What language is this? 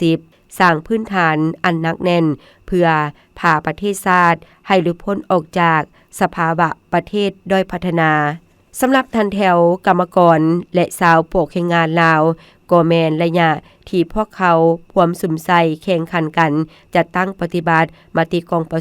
Lao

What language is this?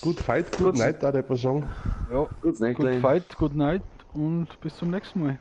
Bavarian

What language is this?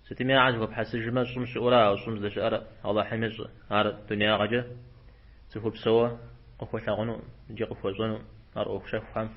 Kabardian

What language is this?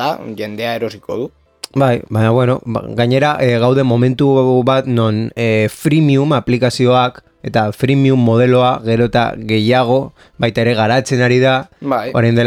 Basque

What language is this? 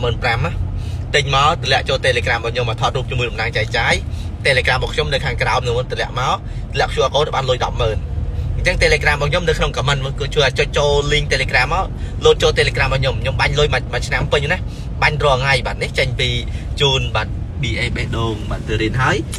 Khmer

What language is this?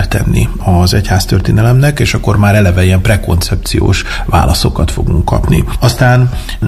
Hungarian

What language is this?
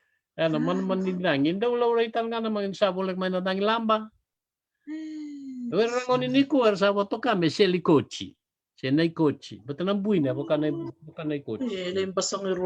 Fijian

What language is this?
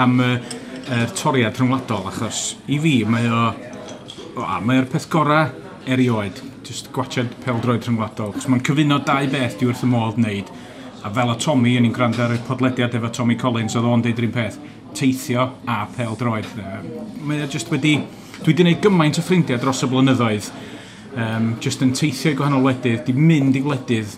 Welsh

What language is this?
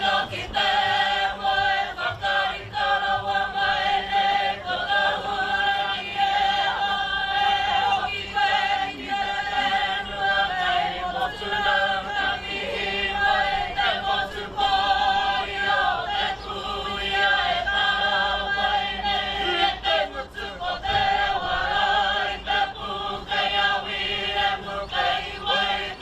Māori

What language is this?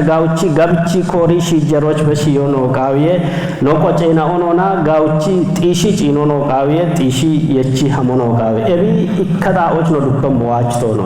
Kafa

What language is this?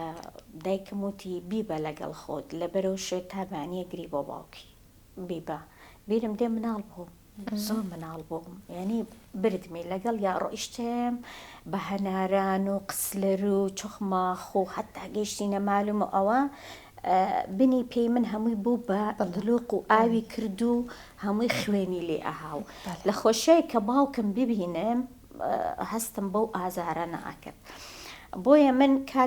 Central Kurdish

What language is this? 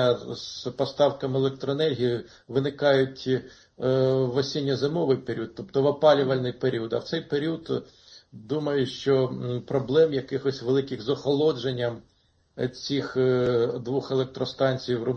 Ukrainian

